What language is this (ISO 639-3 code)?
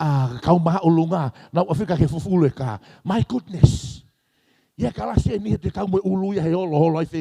ton